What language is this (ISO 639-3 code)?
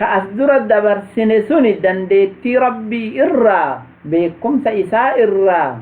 orm